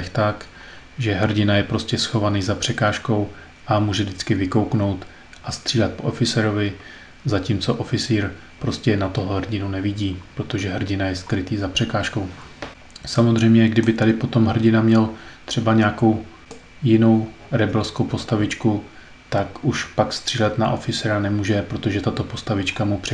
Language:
Czech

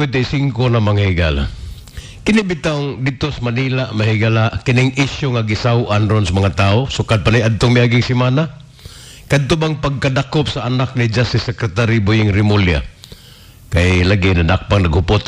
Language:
Cebuano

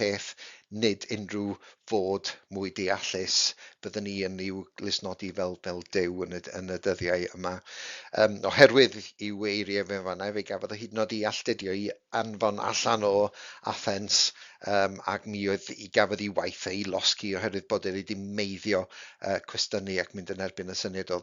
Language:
Welsh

